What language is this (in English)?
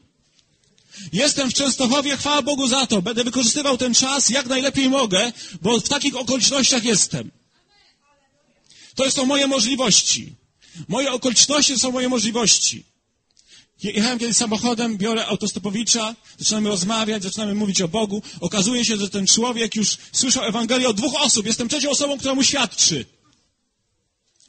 Polish